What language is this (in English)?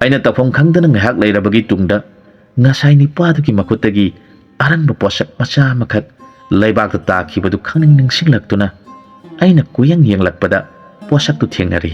Manipuri